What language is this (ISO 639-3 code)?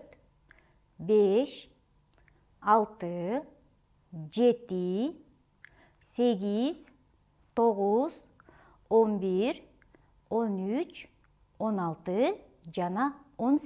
kir